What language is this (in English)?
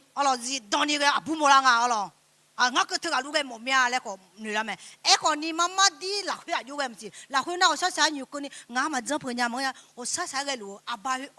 Akha